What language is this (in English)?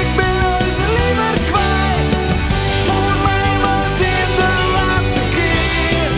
Western Frisian